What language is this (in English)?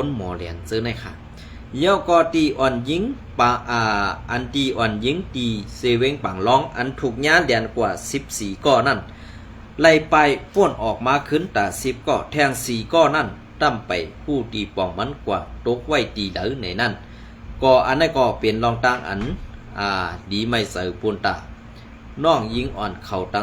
Shan